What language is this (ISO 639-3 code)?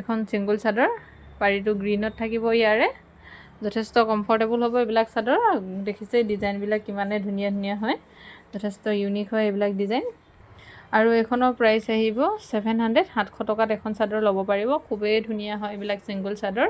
asm